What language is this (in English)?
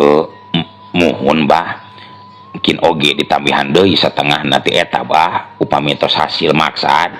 Sundanese